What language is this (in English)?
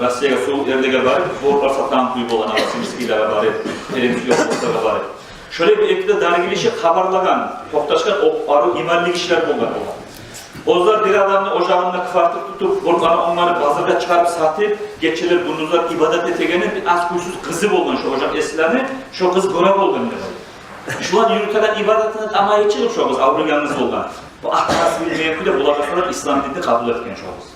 Kumyk